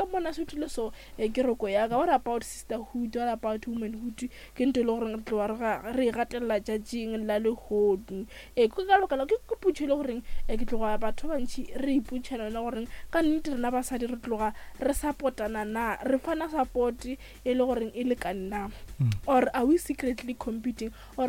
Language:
Northern Sotho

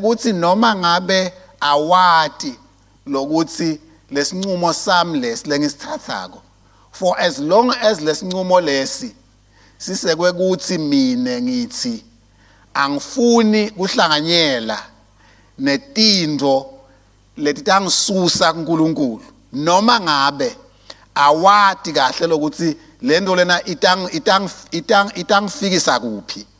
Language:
Swati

